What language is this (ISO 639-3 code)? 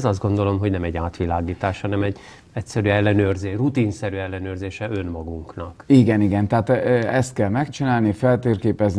hun